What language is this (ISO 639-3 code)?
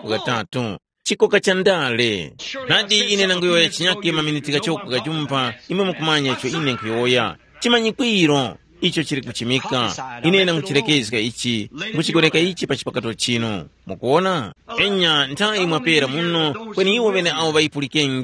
tum